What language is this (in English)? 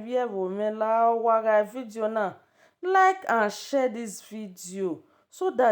Nigerian Pidgin